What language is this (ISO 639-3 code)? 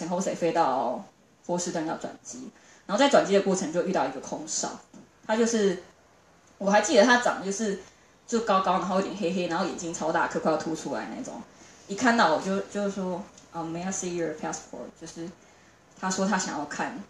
zho